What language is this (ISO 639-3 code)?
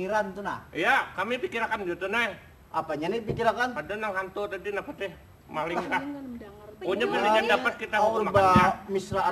bjn